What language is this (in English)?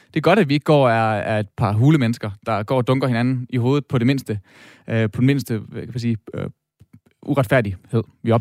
Danish